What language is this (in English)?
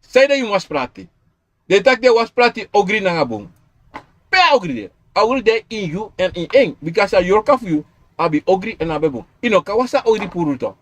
Sranan Tongo